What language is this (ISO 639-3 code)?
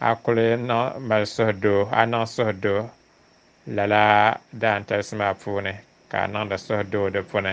dag